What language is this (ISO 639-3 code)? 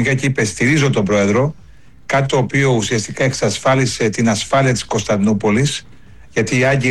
ell